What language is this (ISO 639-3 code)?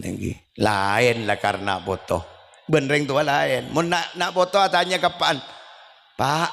mad